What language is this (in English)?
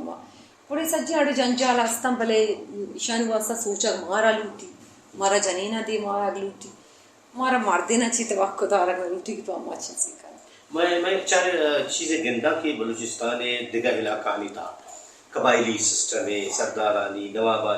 Brahui